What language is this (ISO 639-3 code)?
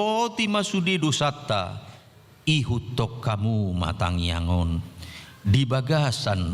bbc